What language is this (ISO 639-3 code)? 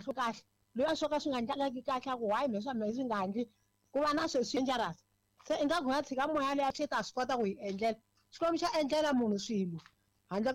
tso